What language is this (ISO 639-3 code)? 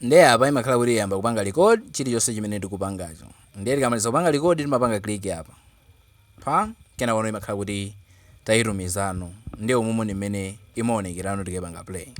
nya